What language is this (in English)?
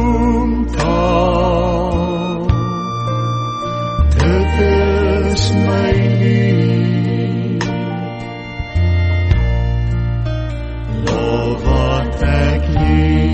Afrikaans